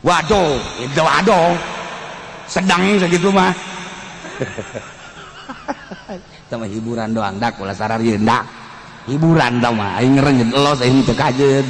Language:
Sundanese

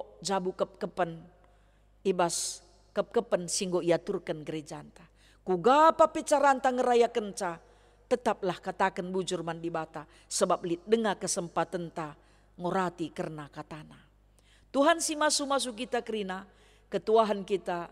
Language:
Batak Karo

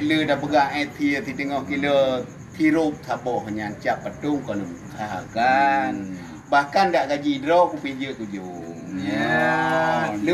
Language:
Achinese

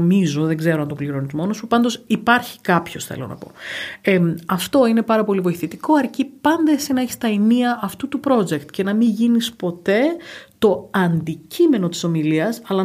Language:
Greek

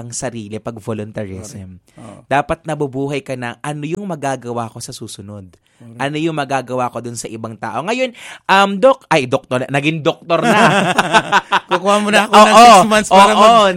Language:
Filipino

